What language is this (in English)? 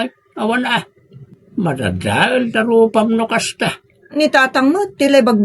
Iloko